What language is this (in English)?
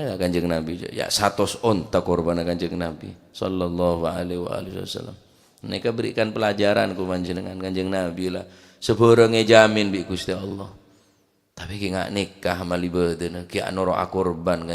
Madurese